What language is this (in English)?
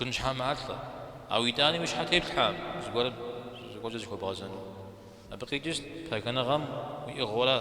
Kabardian